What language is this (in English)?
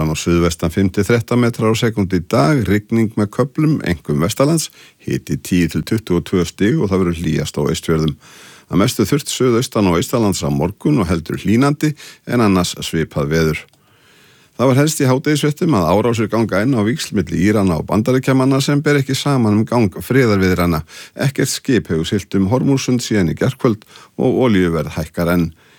Icelandic